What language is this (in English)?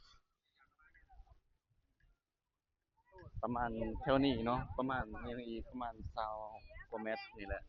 Lao